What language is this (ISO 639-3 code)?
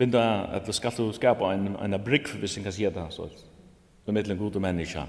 fao